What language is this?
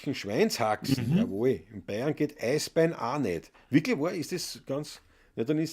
Bavarian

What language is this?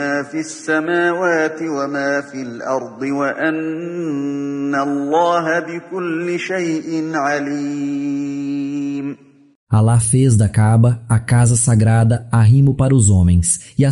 Galician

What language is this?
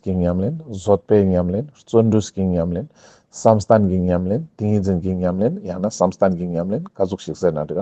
Ladakhi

